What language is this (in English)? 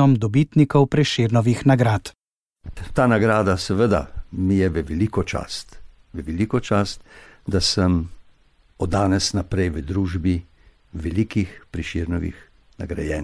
Slovenian